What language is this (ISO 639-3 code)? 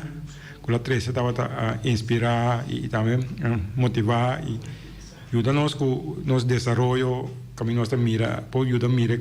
pap